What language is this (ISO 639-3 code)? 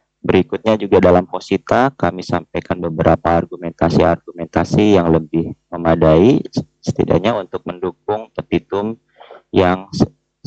ind